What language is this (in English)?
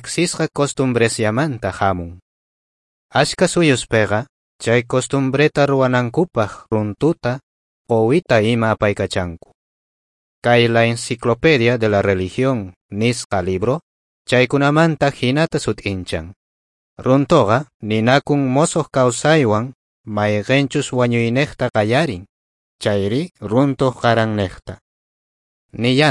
South Bolivian Quechua